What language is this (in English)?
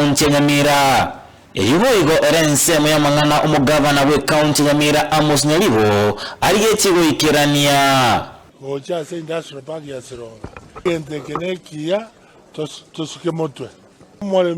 Gusii